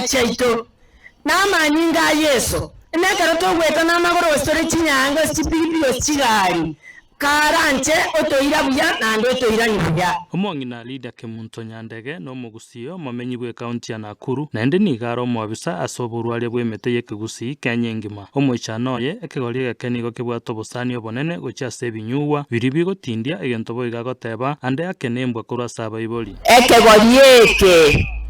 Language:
Gusii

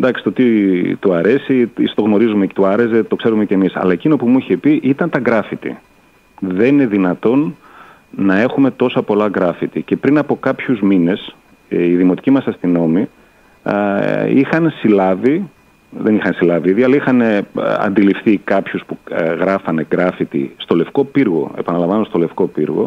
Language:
Greek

